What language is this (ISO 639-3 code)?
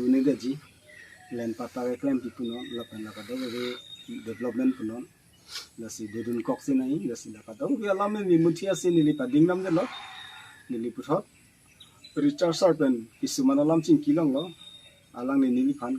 mjw